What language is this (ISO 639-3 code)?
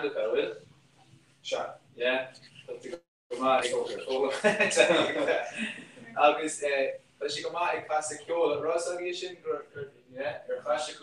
gle